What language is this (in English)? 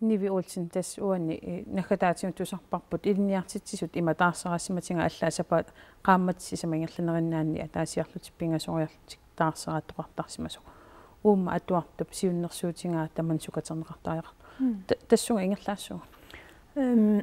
Kalaallisut